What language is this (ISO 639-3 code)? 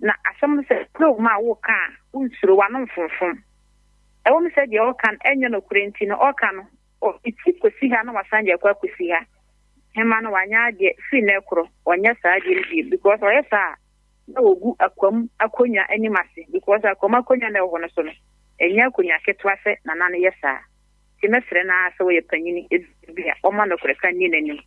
aka